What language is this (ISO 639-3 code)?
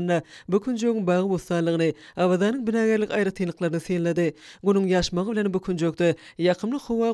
tuk